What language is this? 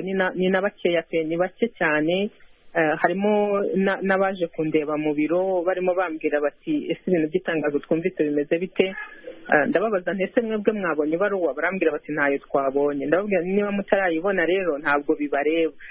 Kinyarwanda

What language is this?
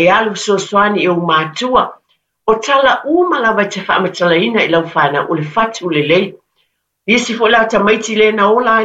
Samoan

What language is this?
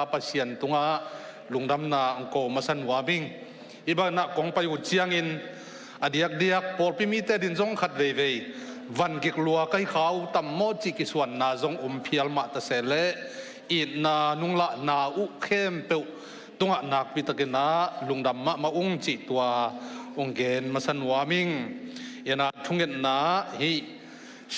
Tedim Chin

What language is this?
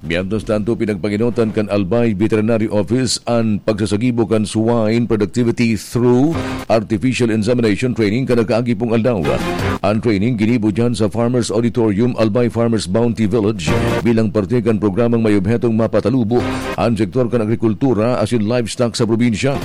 Bikol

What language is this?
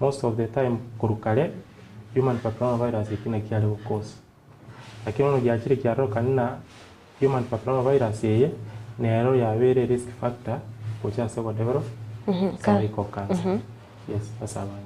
Gusii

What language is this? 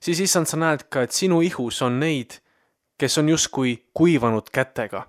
Estonian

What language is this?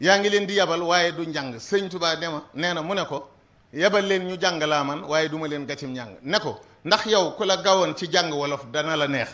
Wolof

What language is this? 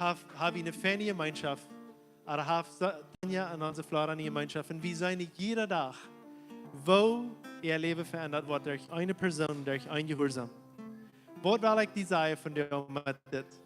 Plautdietsch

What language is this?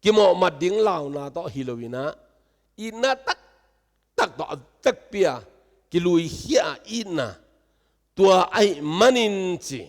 Tedim Chin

